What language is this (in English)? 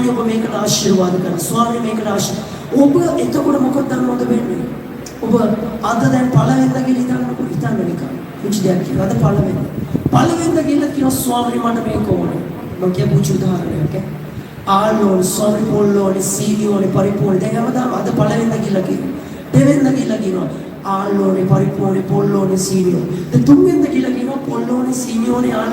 Sinhala